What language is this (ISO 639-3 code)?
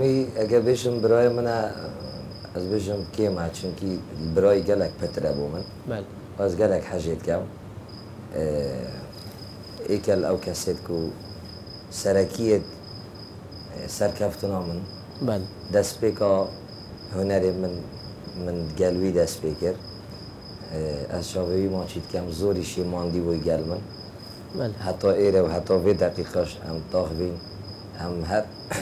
kur